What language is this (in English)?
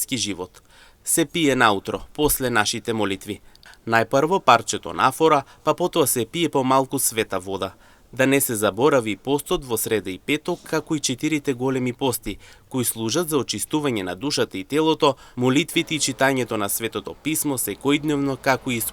Macedonian